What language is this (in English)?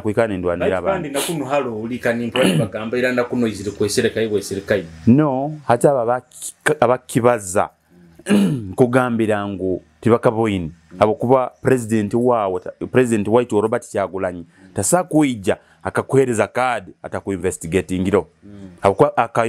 Nyoro